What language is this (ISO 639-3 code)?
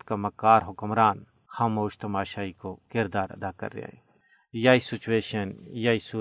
gju